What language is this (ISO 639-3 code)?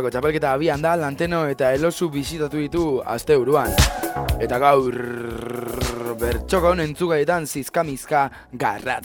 eus